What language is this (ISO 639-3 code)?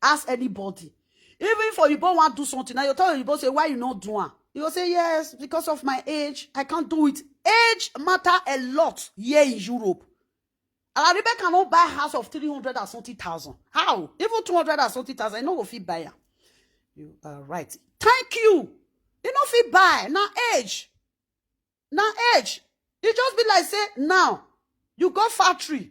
pcm